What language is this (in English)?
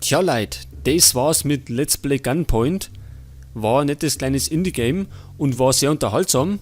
Bavarian